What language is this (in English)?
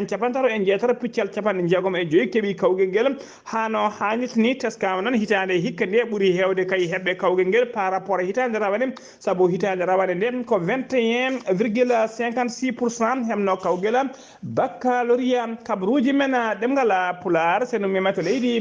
Fula